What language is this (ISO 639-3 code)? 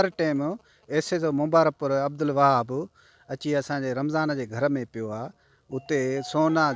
snd